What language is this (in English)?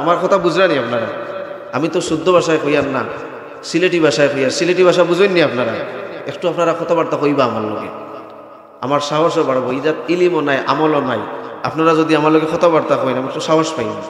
Sylheti